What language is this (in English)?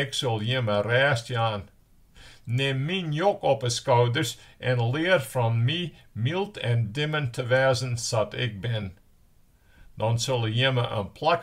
Western Frisian